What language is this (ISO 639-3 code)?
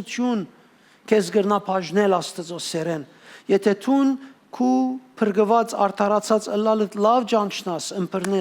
hyw